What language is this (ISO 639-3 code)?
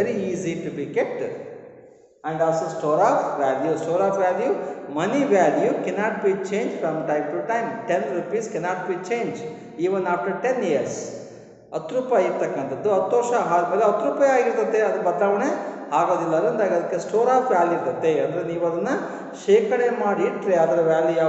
kan